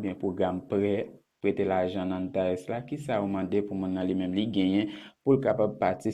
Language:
Haitian Creole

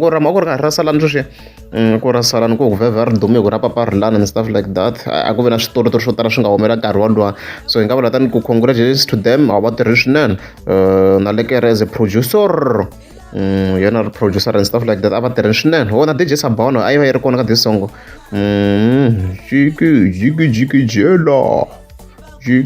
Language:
Tsonga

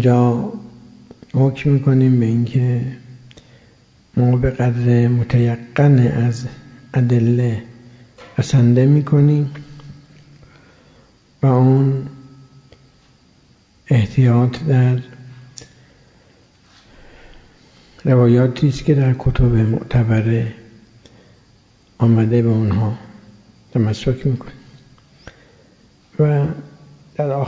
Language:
Persian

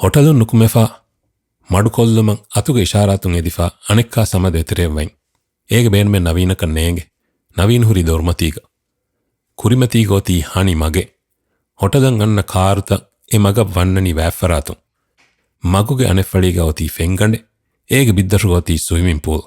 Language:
Divehi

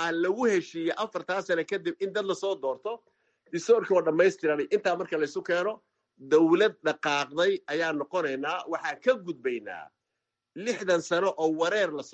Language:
Somali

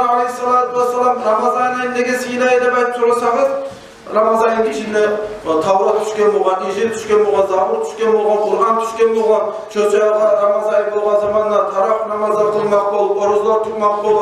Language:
Kumyk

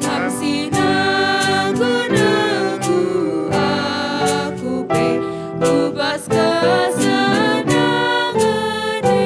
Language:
Batak Karo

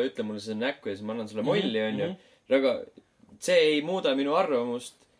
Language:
Estonian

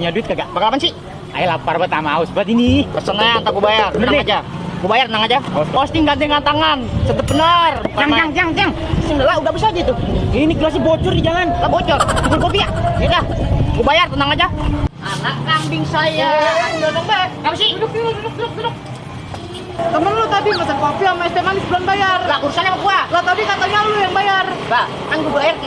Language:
Betawi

